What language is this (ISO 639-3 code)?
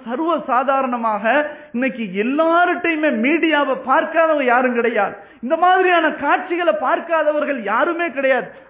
tam